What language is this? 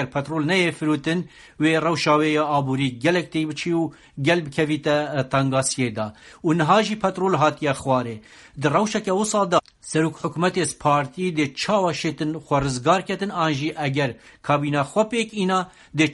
Kurdish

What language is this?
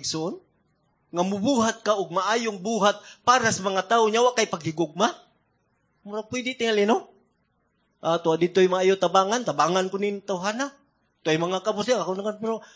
Cebuano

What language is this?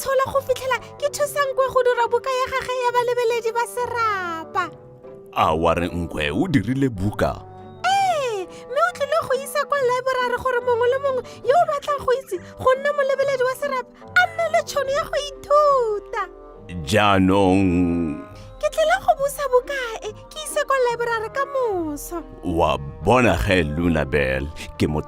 Tswana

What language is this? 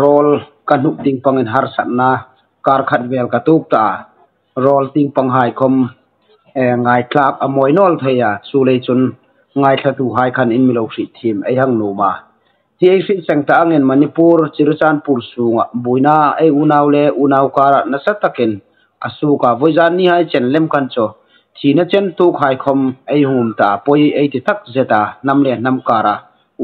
Hmar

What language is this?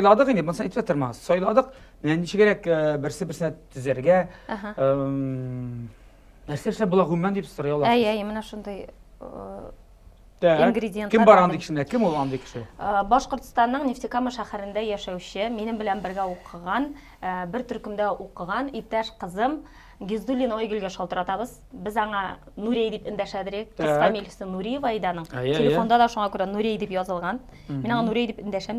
Tatar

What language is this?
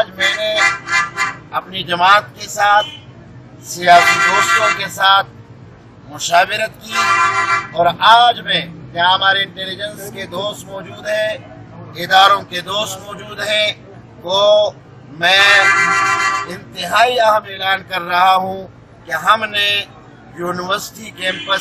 Urdu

